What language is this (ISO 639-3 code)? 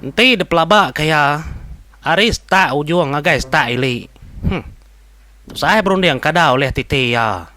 iba